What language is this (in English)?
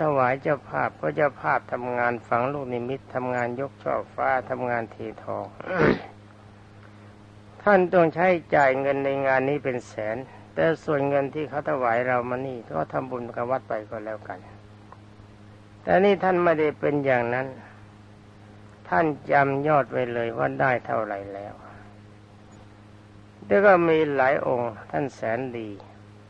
Thai